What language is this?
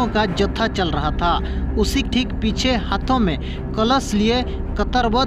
Santali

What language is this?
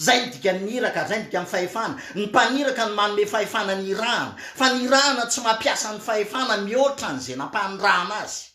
Malagasy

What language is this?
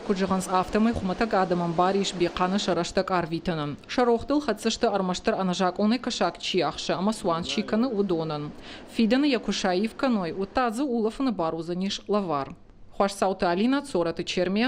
Ossetic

